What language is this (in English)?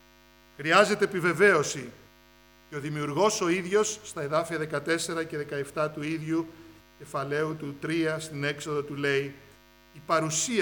Greek